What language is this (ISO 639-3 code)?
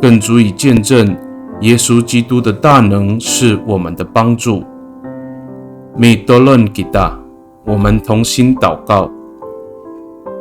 ami